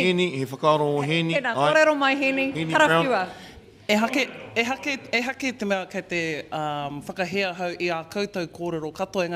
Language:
Māori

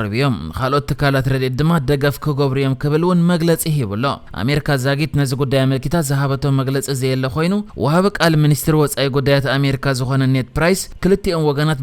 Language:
Tigrinya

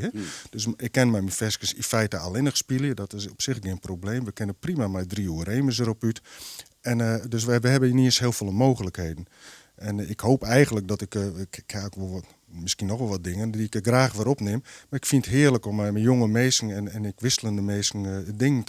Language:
Western Frisian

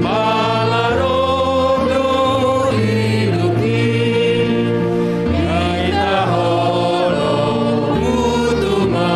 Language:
Batak Simalungun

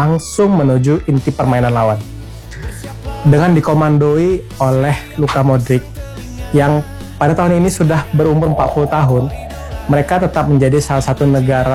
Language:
Indonesian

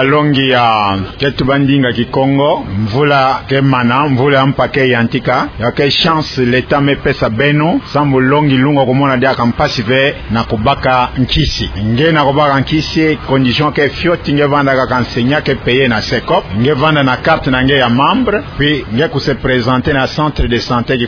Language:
Kituba (Democratic Republic of Congo)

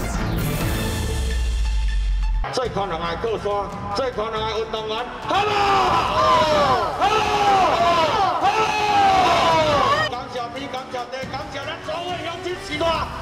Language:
Chinese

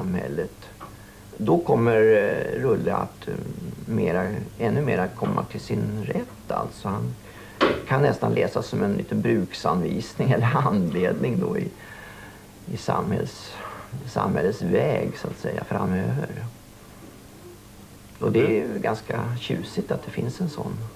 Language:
Swedish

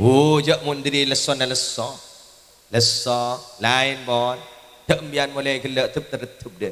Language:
Madurese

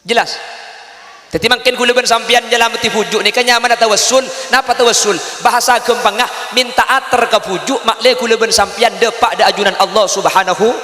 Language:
Madurese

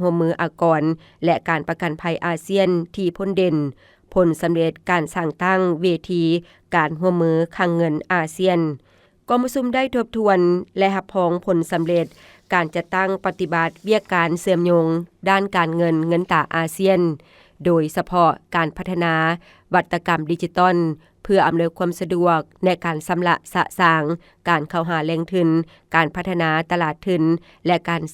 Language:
Lao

